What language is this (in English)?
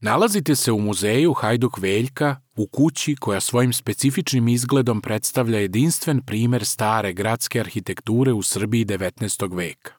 Serbian